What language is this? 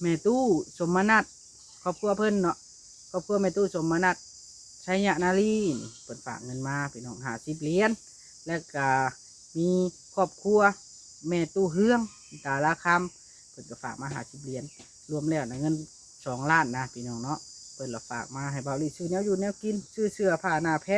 Northeastern Thai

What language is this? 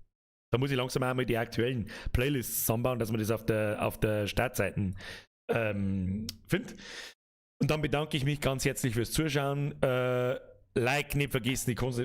Bavarian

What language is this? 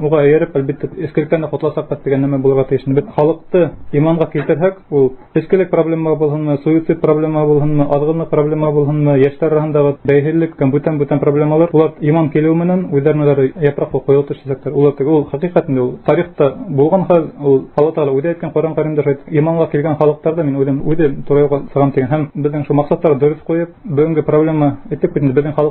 Bashkir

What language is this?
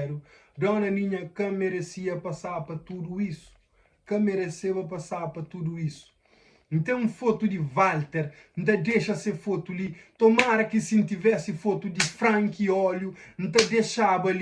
Kabuverdianu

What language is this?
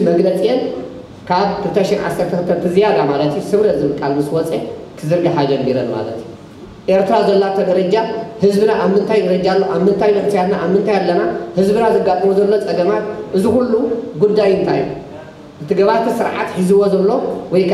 Tigrinya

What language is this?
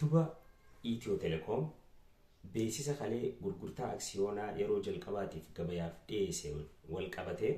Oromo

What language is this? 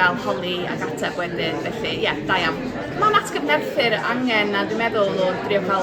Welsh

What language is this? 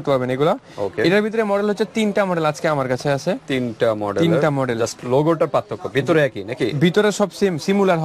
Bangla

